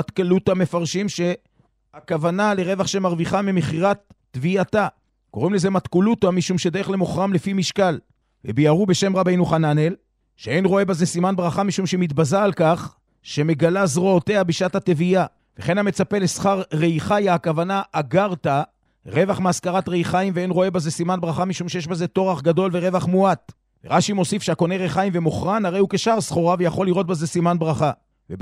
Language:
Hebrew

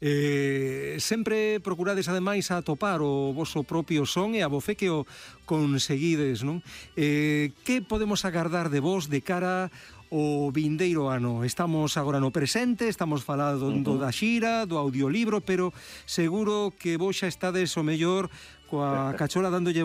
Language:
Galician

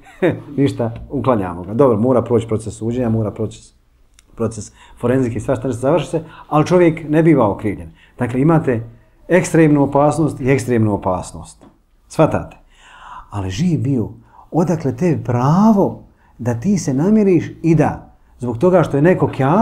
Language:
Bosnian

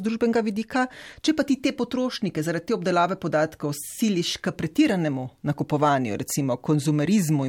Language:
Slovenian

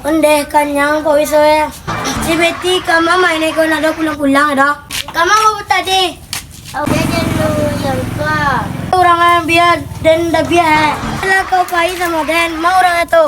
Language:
Minangkabau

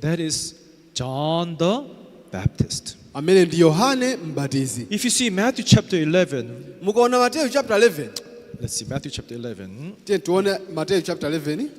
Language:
Nyanja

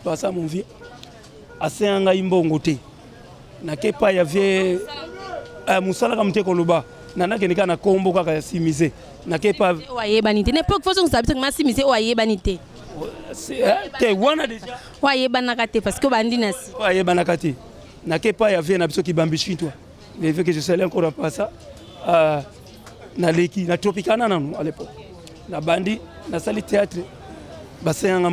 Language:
Lingala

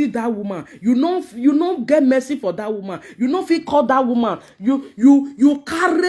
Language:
Nigerian Pidgin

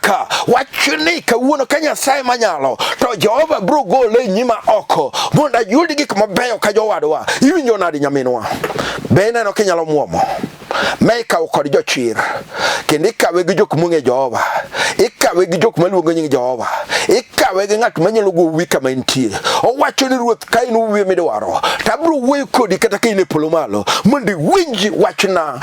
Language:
Luo (Kenya and Tanzania)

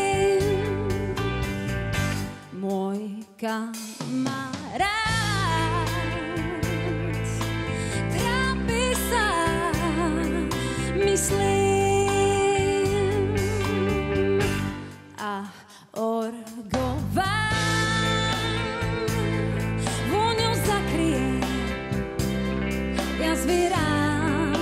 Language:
Slovak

